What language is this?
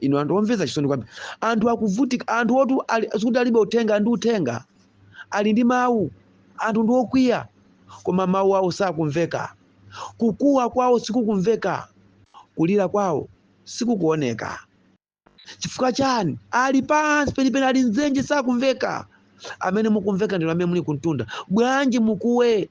Nyanja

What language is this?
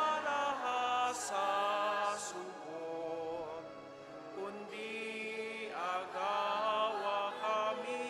Bikol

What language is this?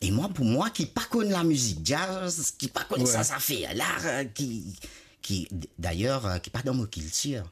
Morisyen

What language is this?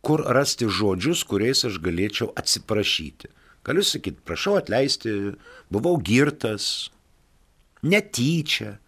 Lithuanian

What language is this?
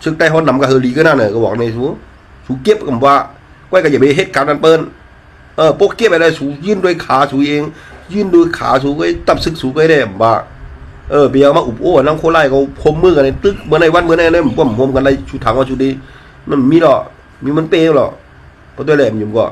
Shan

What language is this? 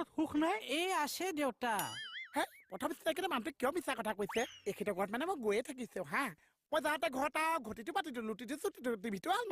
Assamese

